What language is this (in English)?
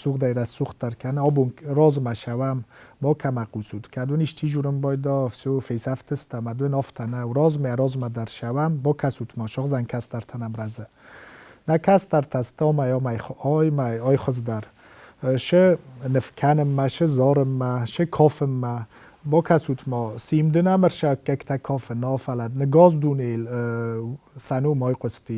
Ossetic